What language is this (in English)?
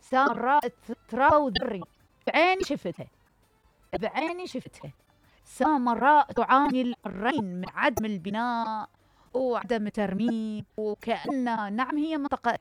Mesopotamian Arabic